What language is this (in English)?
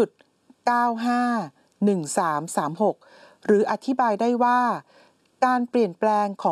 Thai